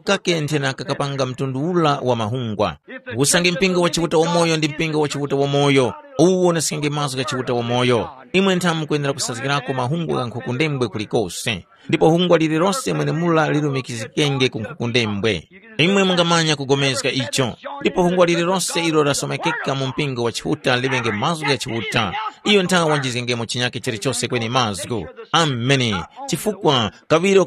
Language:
Tumbuka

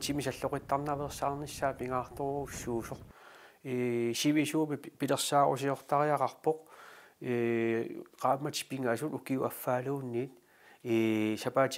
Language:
Kalaallisut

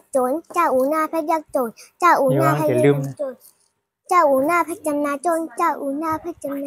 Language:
Shan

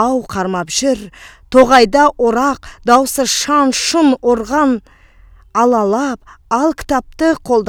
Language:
Kyrgyz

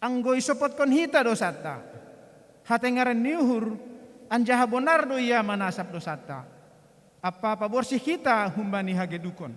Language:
Batak Simalungun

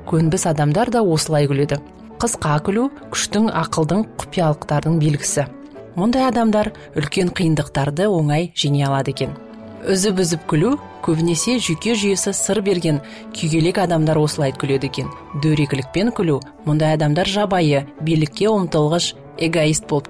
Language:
Kazakh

